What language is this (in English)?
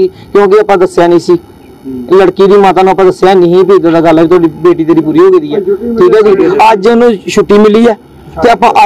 Punjabi